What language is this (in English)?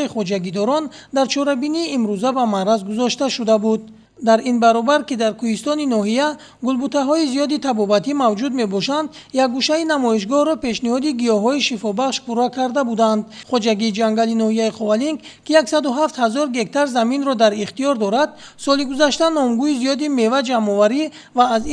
Tajik